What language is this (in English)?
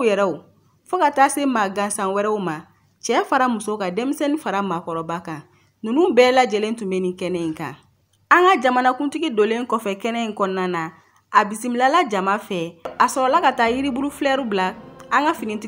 Bambara